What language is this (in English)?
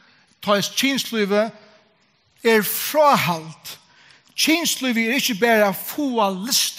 Faroese